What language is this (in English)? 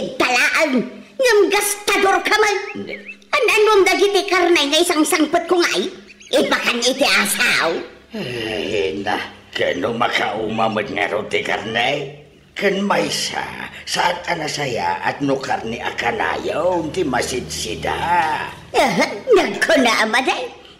Iloko